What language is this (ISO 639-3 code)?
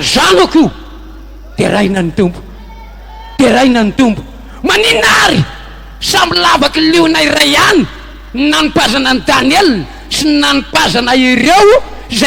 mlg